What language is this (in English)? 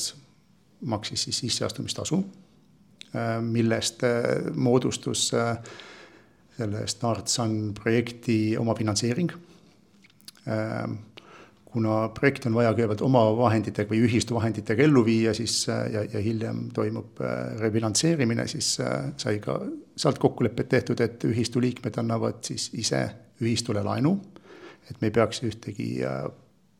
Estonian